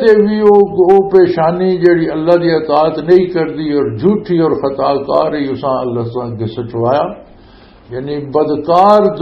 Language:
Western Panjabi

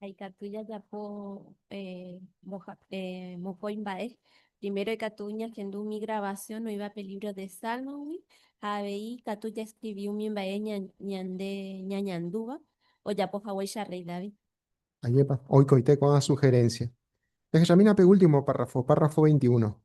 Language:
Guarani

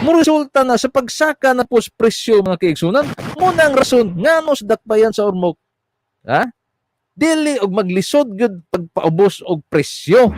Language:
Cebuano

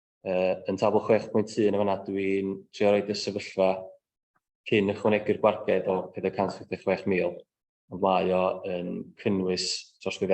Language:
Welsh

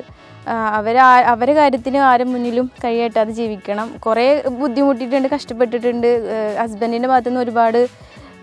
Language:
Malayalam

